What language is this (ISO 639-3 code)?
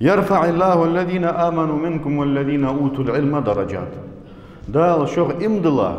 inh